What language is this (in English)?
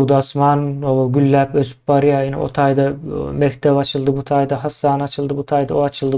Turkmen